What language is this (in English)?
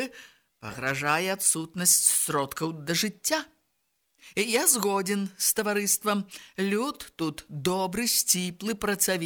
Belarusian